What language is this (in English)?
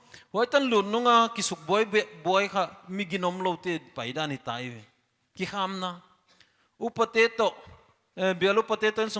Paite Chin